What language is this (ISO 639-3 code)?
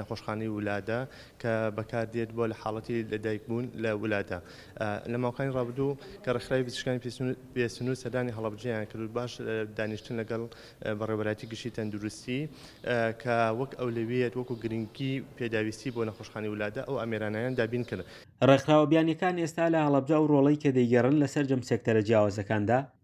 ckb